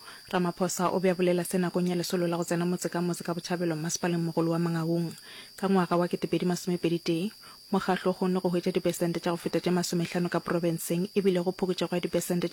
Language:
Northern Sotho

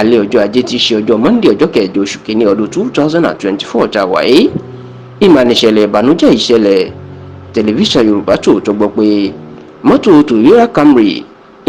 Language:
Yoruba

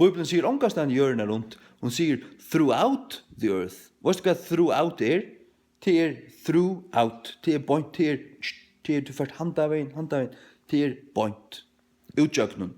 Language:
Faroese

